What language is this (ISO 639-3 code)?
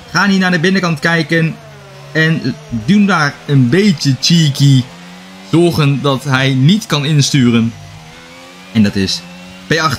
nld